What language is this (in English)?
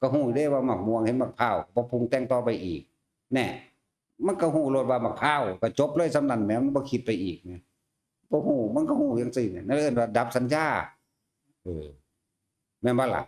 Northeastern Thai